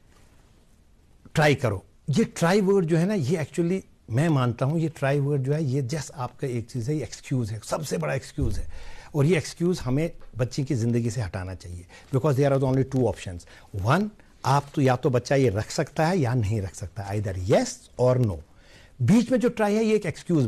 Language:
Urdu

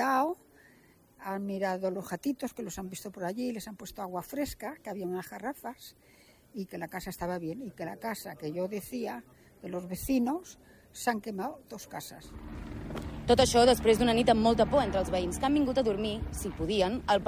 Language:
Catalan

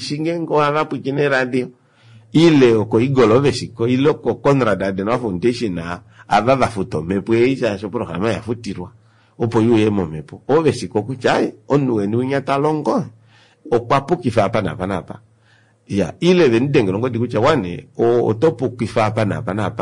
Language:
Kuanyama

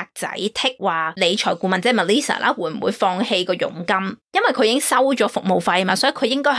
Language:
Cantonese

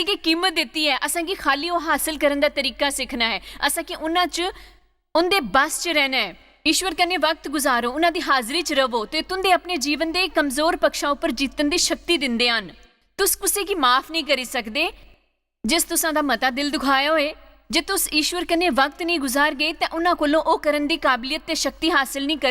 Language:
Dogri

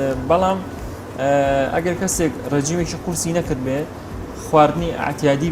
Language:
Central Kurdish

